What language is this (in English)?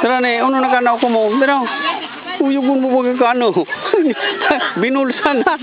Bikol